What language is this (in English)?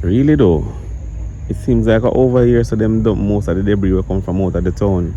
Jamaican Creole English